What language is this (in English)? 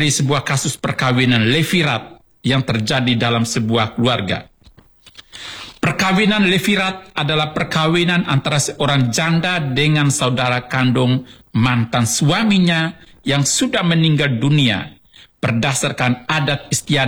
Indonesian